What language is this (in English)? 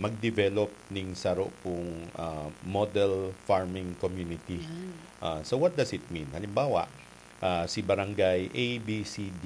Bikol